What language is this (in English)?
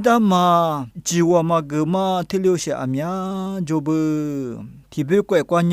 Lisu